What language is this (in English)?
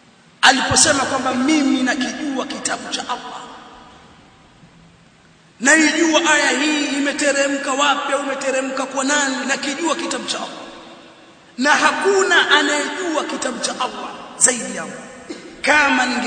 Swahili